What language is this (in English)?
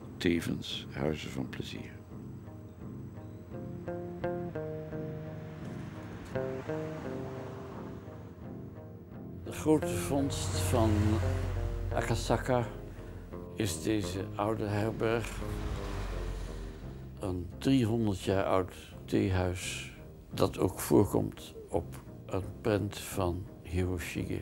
Dutch